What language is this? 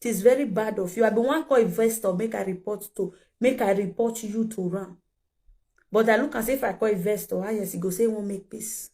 Nigerian Pidgin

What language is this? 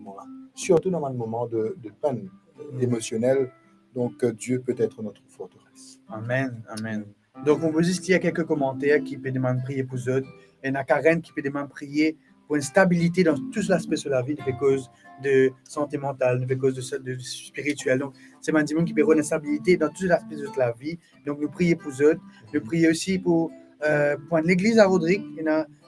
Morisyen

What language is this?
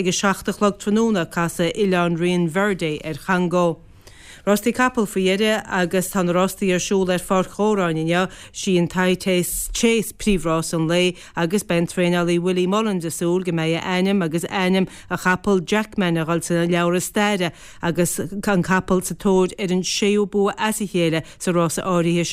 Irish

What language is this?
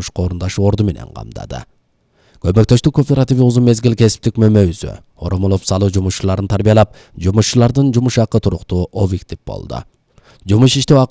Kyrgyz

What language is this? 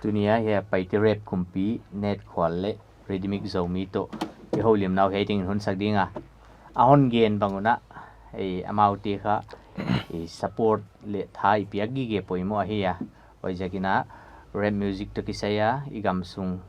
Paite Chin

